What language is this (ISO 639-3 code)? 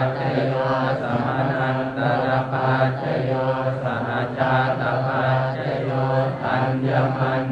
pli